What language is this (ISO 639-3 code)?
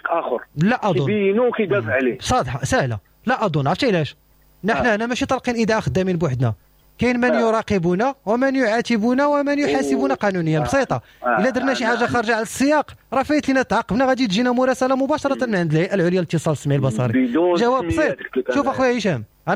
ary